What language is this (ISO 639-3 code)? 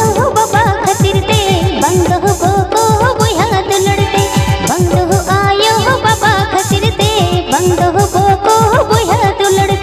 sat